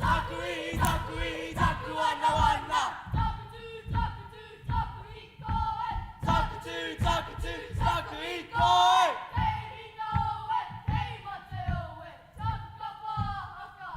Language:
Māori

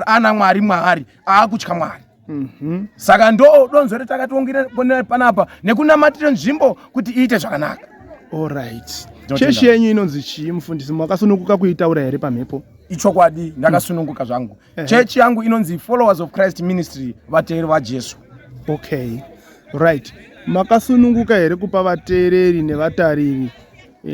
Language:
Shona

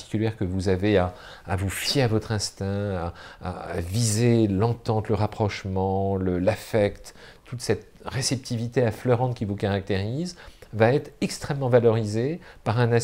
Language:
French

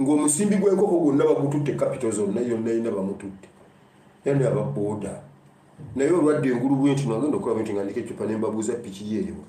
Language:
Ganda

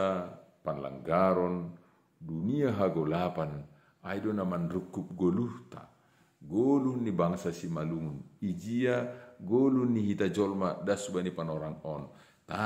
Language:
Batak Simalungun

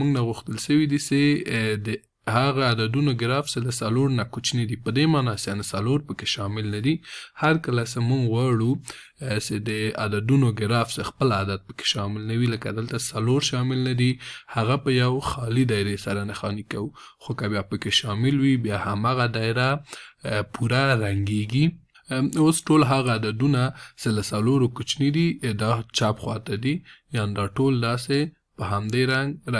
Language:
Pashto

